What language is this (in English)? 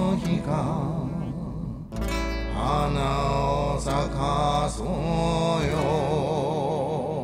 Japanese